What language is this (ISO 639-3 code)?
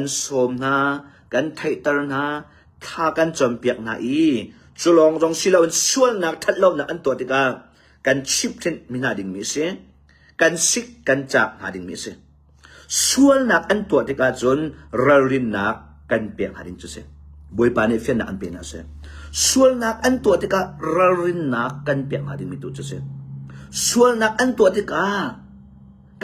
cnh